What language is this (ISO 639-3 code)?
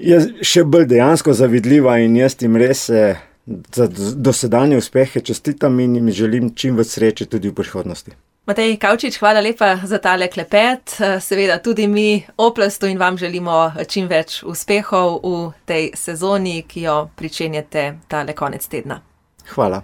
slv